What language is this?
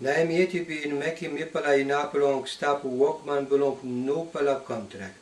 Tok Pisin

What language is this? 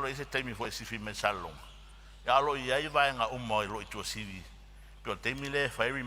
Samoan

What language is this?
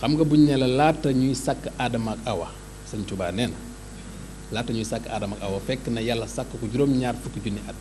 Wolof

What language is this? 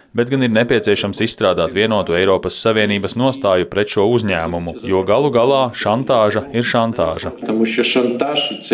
Latvian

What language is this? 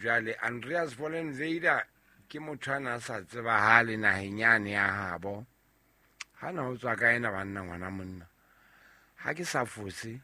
Southern Sotho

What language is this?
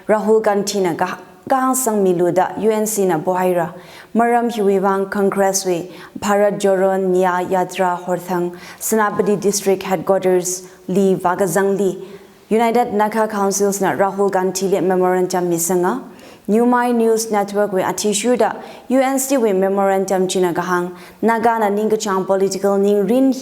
Tangkhul Naga (India)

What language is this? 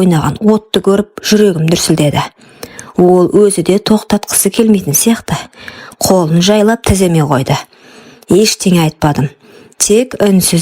Kazakh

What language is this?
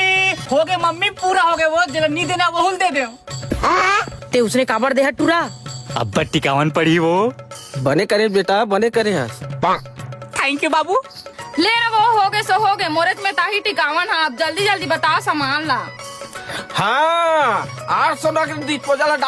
Chhattisgarhi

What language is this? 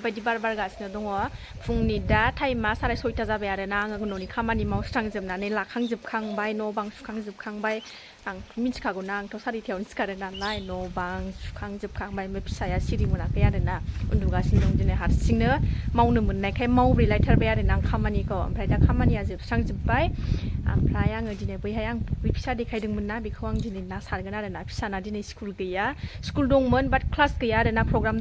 Bodo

